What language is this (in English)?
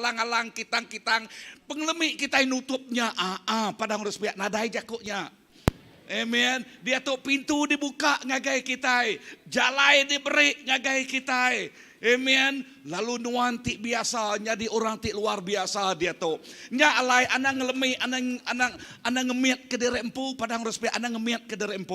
Iban